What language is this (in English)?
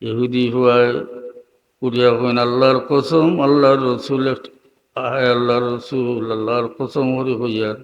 Sylheti